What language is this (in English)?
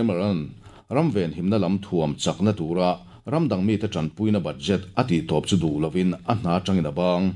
Mizo